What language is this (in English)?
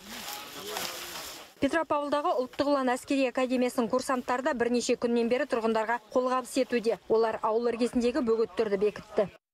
Kazakh